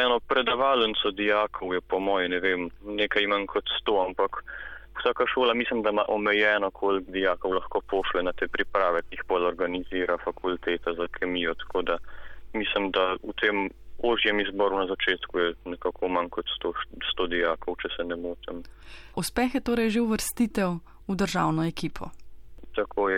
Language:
Slovenian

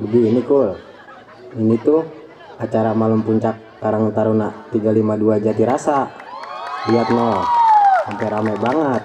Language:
Betawi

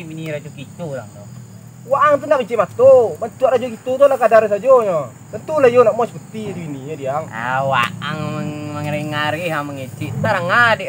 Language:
Minangkabau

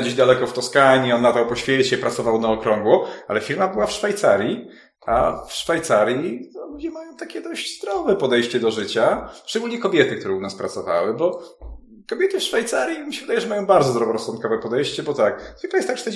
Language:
Polish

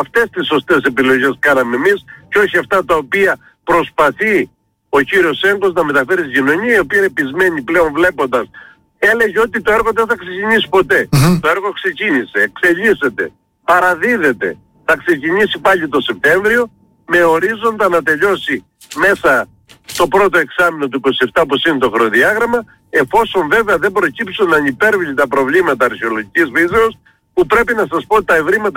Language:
Greek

